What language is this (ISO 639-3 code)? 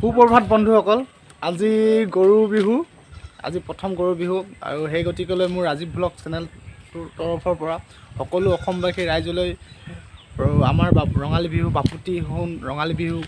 asm